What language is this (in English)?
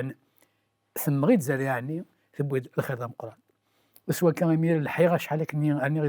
Kabyle